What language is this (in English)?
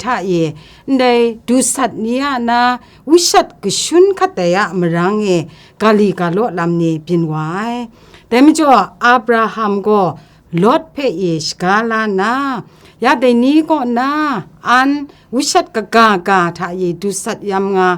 Kachin